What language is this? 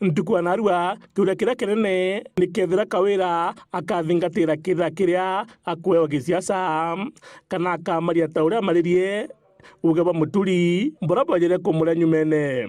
Meru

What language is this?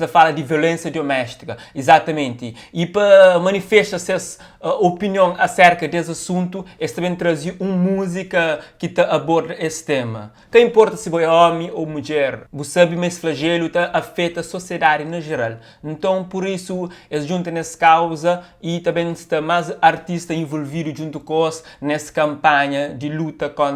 Kabuverdianu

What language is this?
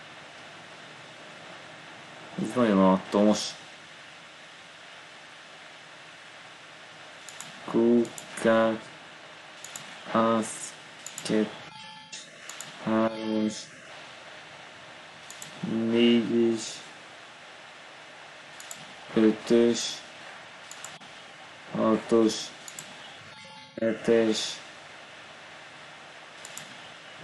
Hungarian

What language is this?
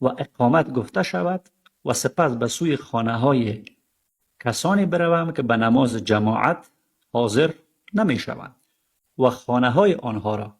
Persian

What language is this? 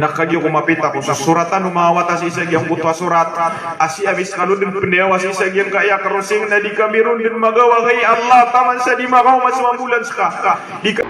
Maranao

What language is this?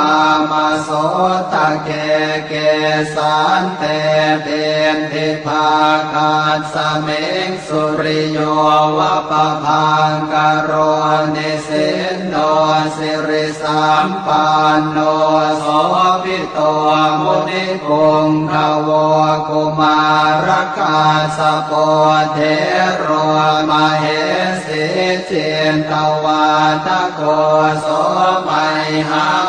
Pali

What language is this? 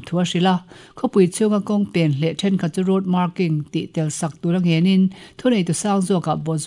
Mizo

